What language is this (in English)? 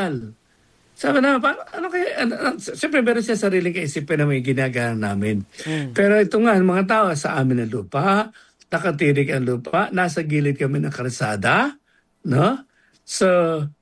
Filipino